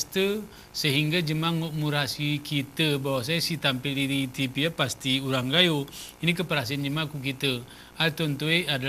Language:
Gayo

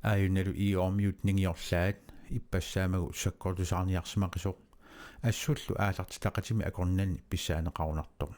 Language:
Kalaallisut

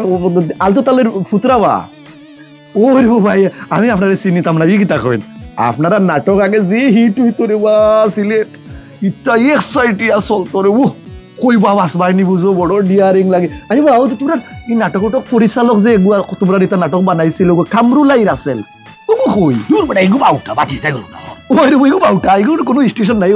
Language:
Sylheti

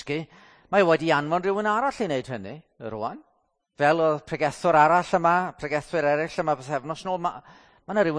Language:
Welsh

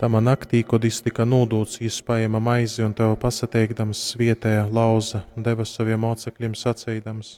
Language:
Latgalian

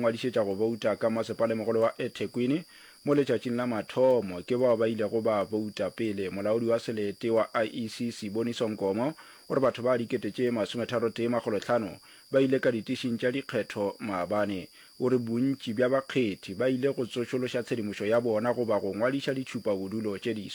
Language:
Northern Sotho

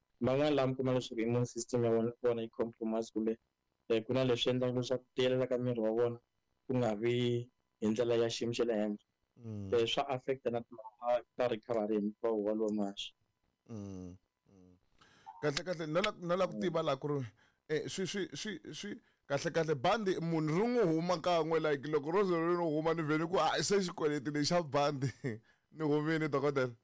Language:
Tsonga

